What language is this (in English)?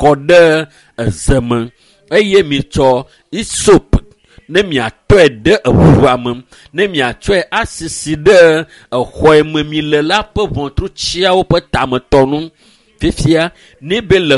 Ewe